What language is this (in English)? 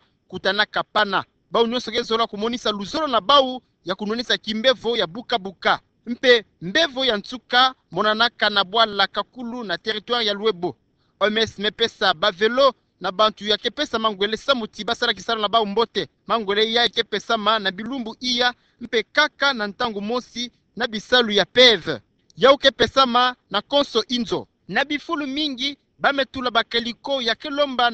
Kituba (Democratic Republic of Congo)